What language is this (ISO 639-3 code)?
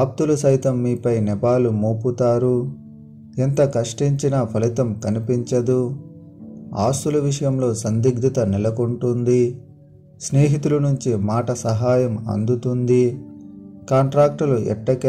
tel